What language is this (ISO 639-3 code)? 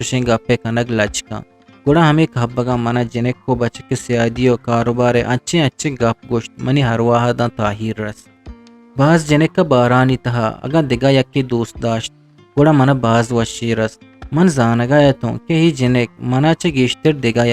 bgp